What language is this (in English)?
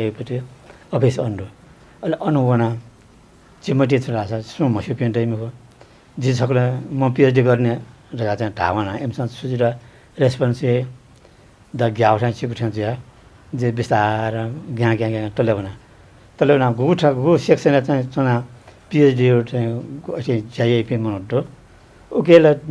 Newari